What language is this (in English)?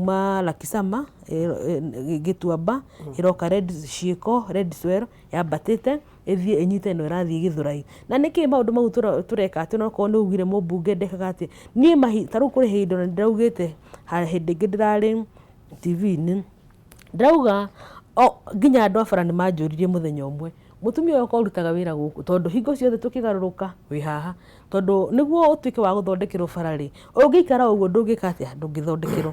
Kikuyu